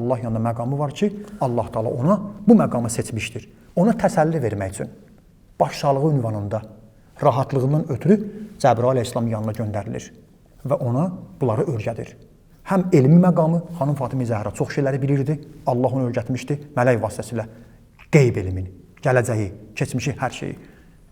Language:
Azerbaijani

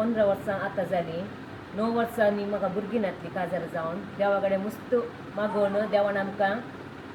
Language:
Konkani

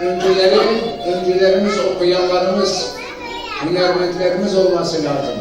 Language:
Zaza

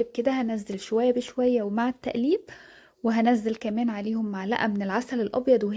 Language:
Egyptian Arabic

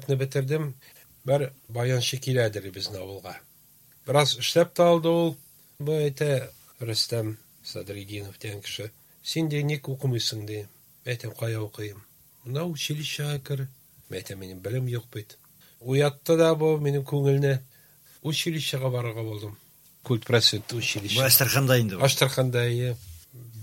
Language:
Tatar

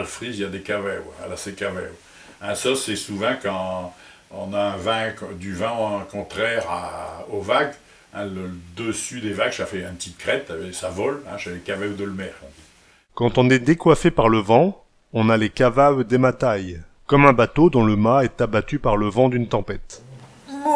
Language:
Picard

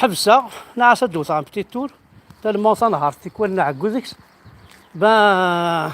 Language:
Kabyle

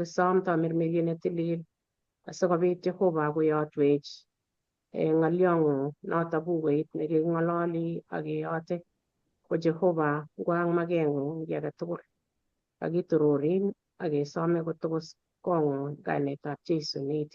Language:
Kalenjin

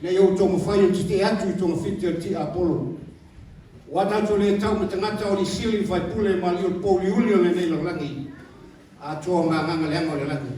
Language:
Samoan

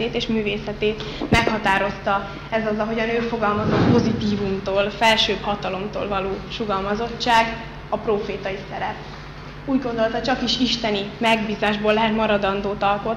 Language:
Hungarian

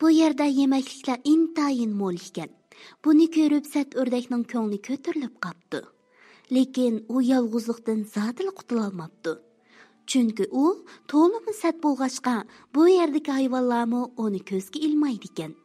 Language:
Uyghur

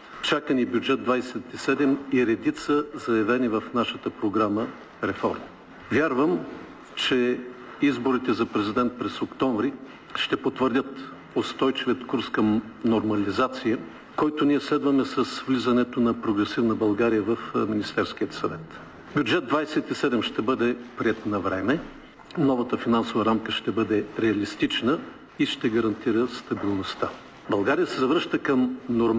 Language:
Bulgarian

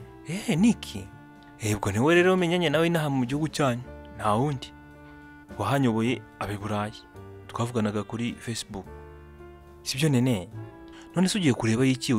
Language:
Kinyarwanda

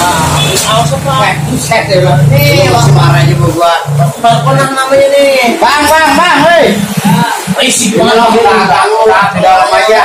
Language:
Betawi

